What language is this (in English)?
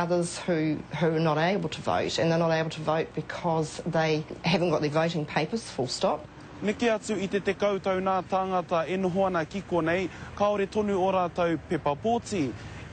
Māori